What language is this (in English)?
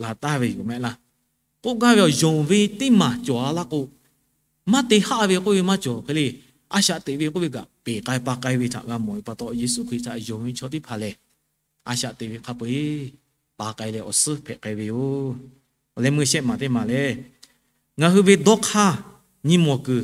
Lahu